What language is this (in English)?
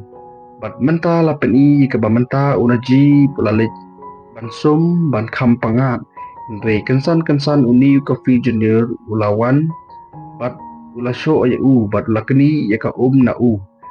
Khasi